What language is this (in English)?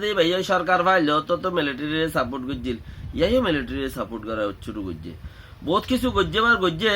Rohingya